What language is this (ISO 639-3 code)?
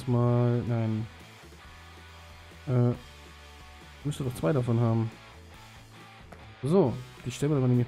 deu